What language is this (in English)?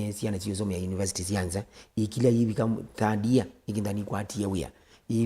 Kamba